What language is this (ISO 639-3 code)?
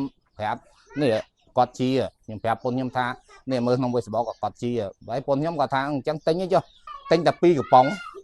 khm